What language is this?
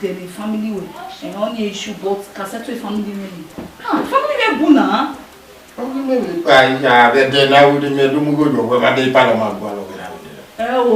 Bini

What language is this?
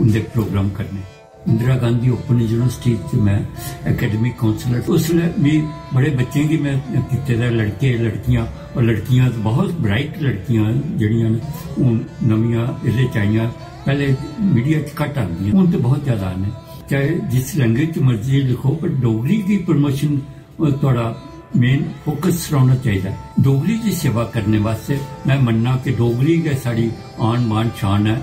Dogri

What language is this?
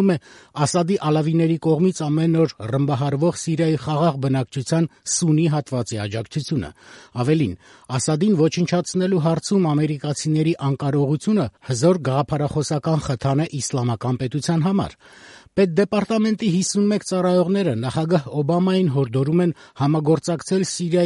Armenian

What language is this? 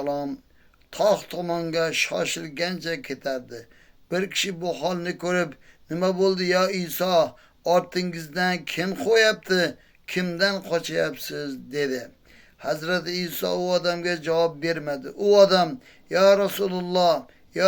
Uzbek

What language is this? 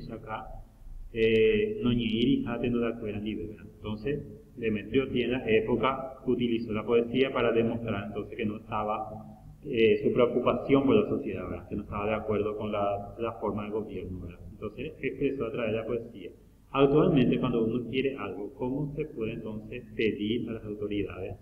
Guarani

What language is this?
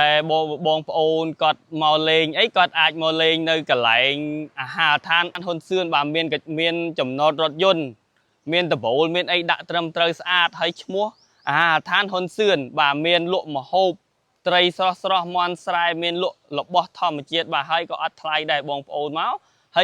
Khmer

